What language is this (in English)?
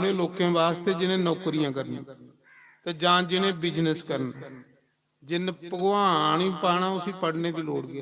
Dogri